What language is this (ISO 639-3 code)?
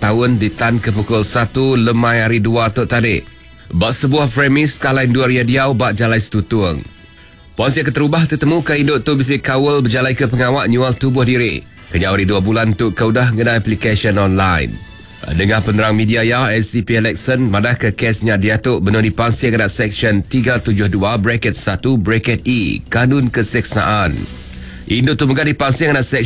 iba